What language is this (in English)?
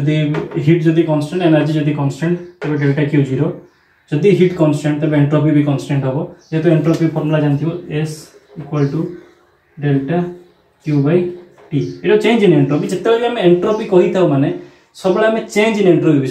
Odia